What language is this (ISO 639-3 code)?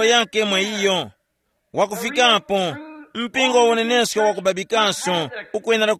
tum